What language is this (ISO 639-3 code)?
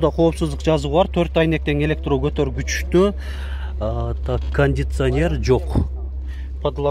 kir